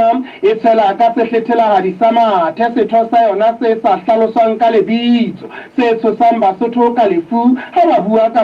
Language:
Southern Sotho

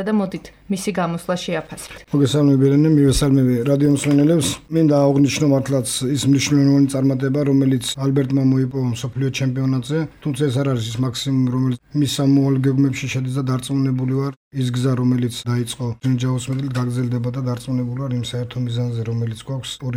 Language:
Georgian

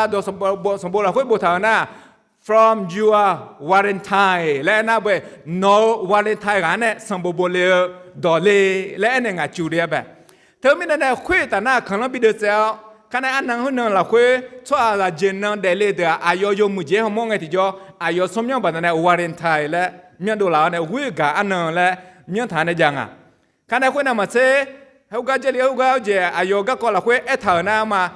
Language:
Akha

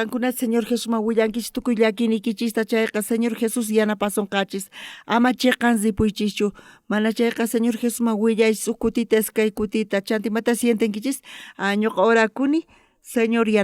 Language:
South Bolivian Quechua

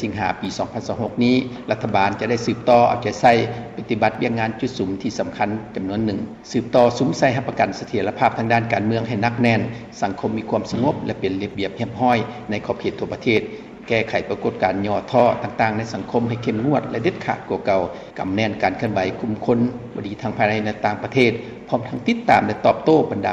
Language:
Lao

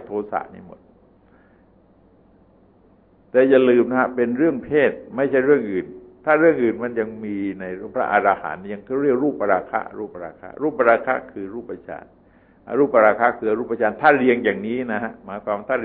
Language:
Thai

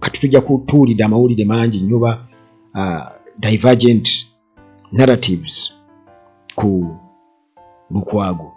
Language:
Ganda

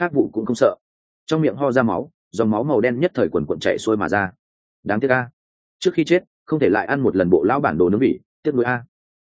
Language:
Vietnamese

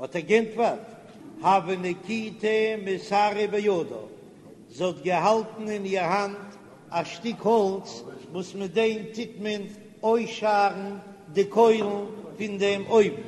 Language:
Yiddish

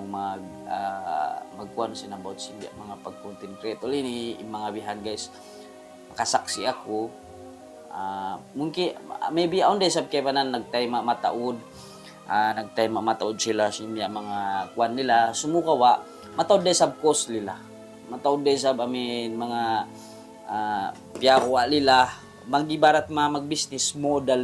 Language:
Tausug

